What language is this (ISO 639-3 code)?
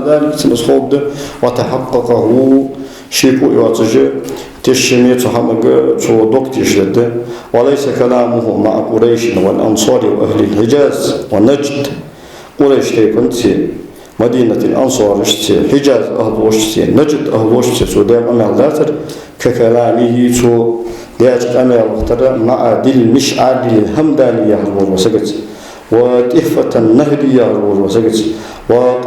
inh